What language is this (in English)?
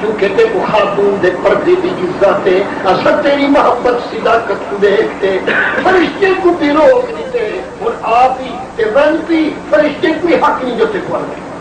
Saraiki